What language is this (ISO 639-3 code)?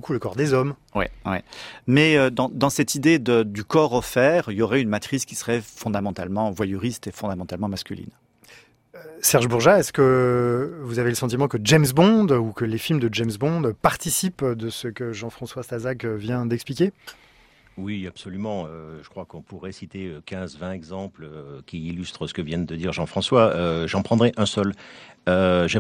fra